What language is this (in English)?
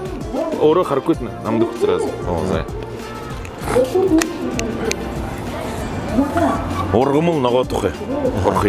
Kazakh